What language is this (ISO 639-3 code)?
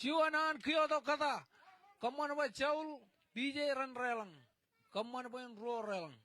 mah